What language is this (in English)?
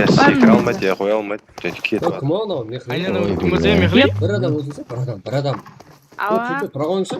Kara-Kalpak